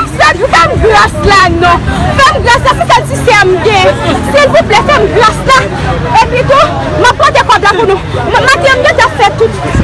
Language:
Haitian Creole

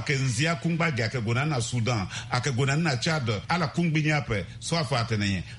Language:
Sango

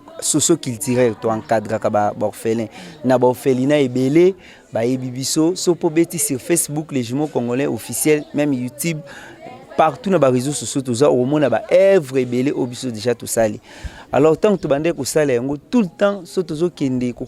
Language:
Lingala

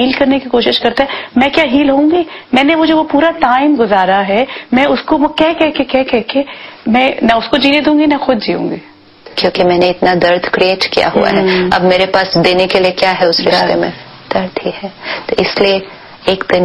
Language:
Hindi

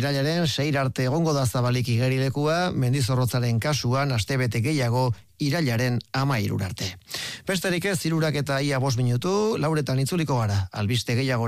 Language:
Basque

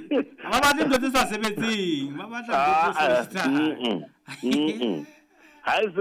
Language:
Southern Sotho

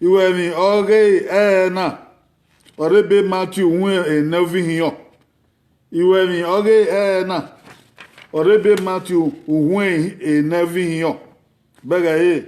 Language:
Bini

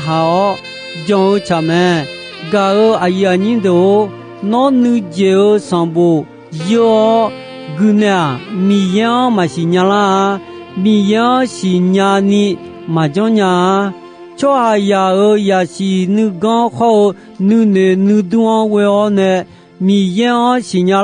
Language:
Akha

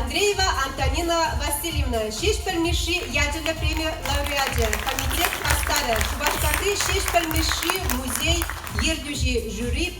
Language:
Chuvash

